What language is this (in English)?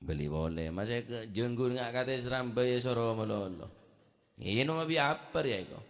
Madurese